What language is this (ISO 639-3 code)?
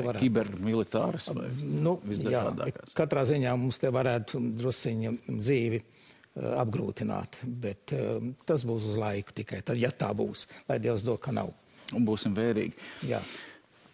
lav